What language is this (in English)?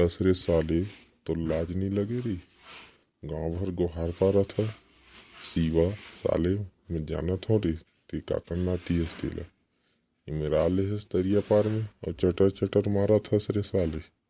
Chhattisgarhi